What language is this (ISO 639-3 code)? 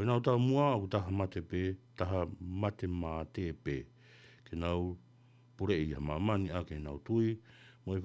ton